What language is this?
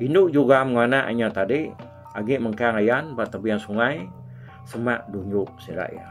Iban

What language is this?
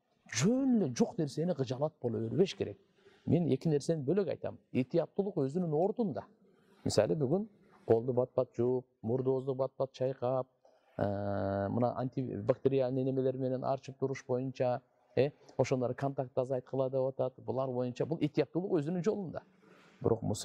Kyrgyz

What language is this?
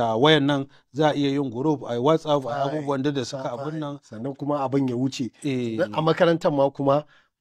Hausa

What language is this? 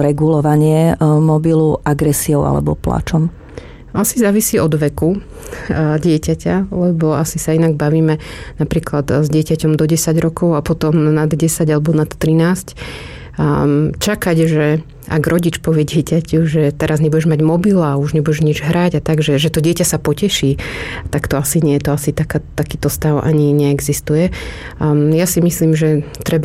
Slovak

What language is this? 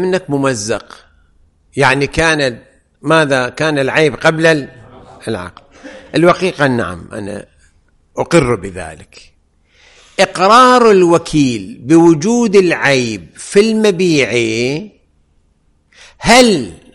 Arabic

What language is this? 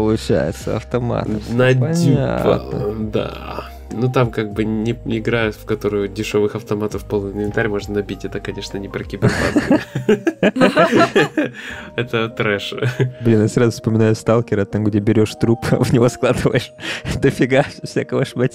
Russian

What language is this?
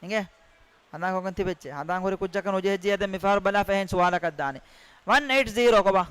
Divehi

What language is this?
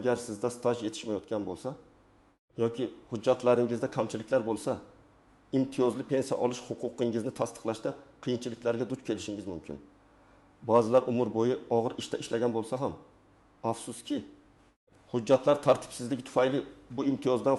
Uzbek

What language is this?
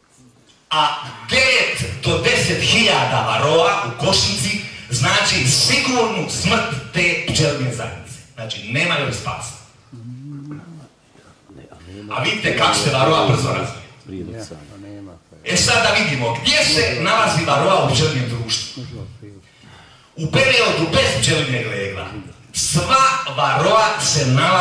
Croatian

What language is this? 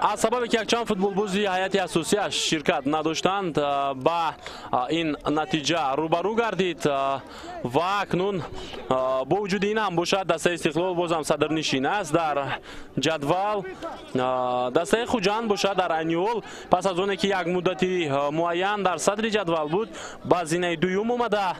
Tajik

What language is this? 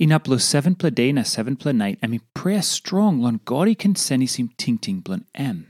Tok Pisin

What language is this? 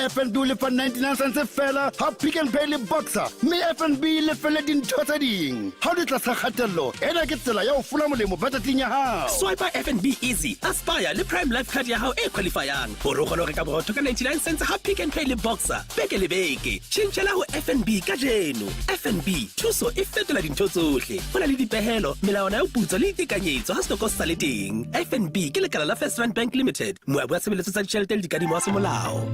Southern Sotho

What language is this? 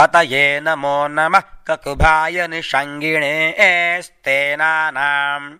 Sanskrit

